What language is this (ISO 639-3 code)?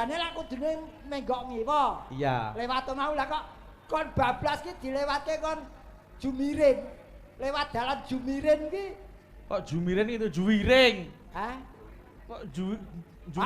jav